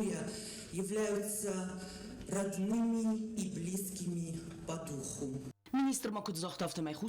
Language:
Ossetic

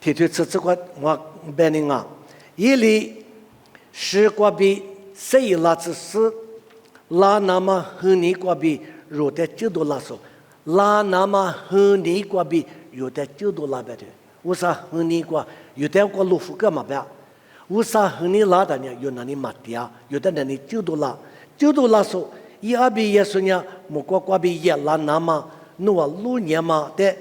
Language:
Lisu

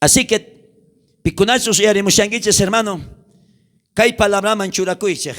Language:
South Bolivian Quechua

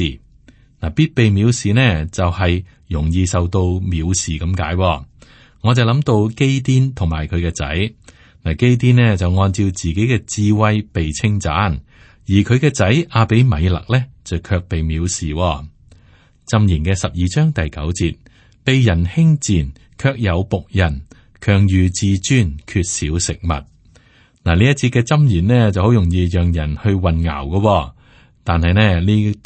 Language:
Cantonese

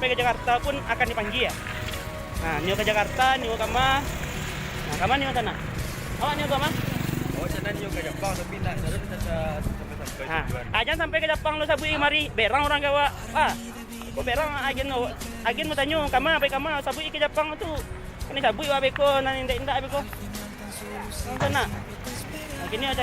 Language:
Minangkabau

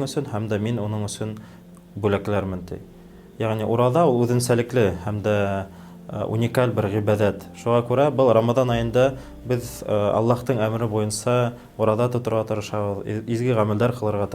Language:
Bashkir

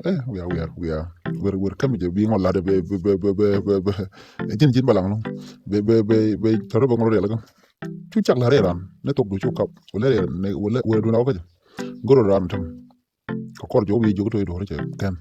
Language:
Nuer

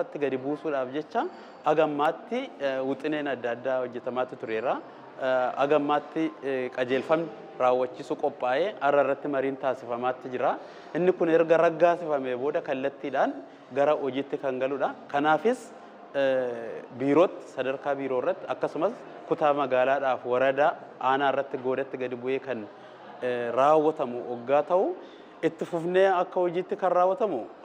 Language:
Oromo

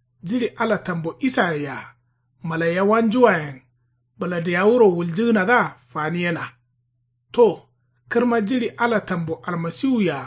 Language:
Kanuri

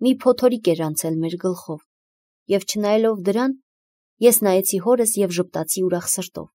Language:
Armenian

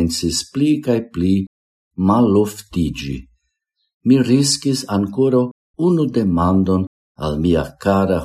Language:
Esperanto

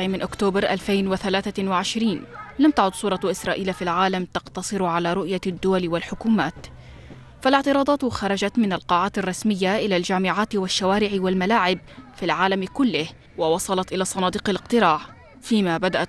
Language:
Arabic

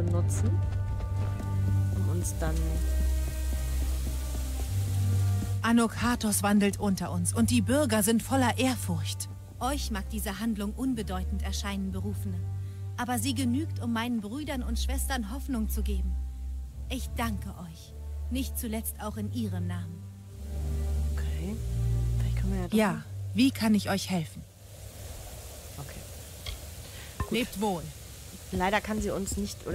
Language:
German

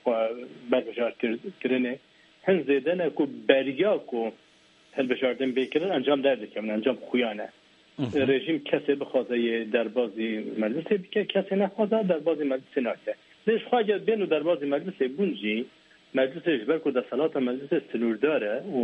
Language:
Kurdish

